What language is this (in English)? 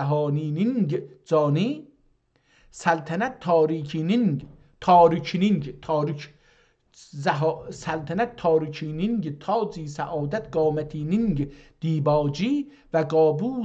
South Azerbaijani